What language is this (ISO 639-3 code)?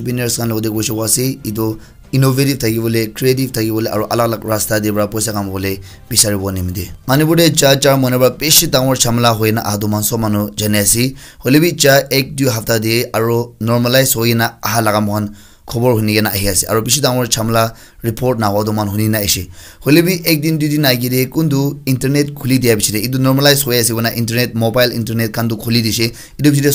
nag